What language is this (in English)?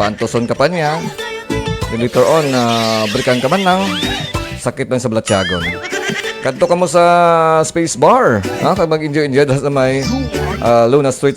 Hiligaynon